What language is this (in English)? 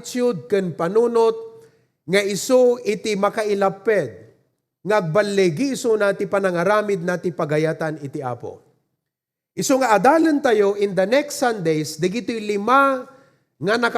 Iloko